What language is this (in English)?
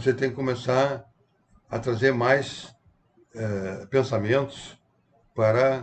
Portuguese